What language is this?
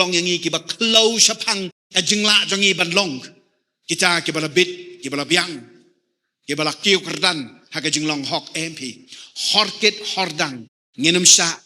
Khasi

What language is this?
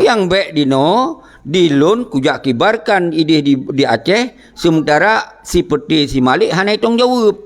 Achinese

